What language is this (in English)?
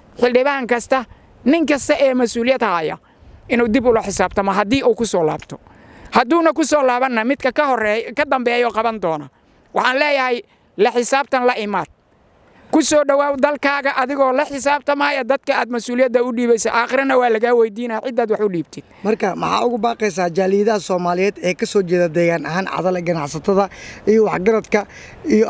Somali